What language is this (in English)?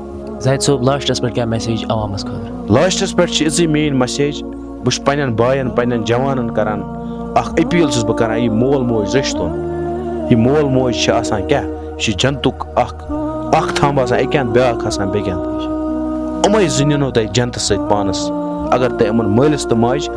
Kashmiri